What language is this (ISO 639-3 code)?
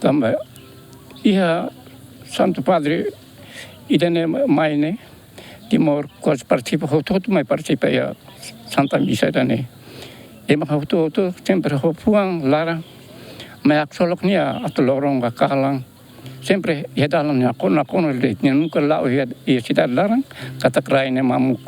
tet